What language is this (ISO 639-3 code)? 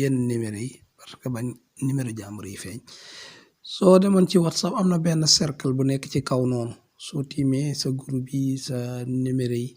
wol